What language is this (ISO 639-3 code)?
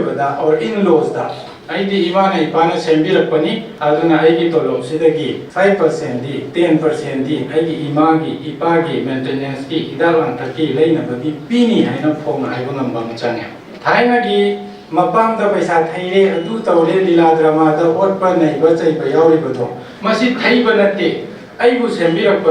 mni